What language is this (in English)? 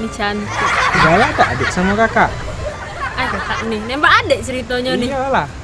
Musi